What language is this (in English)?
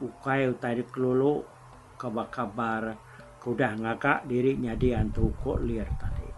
Iban